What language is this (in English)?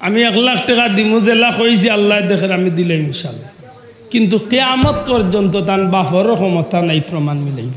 Sylheti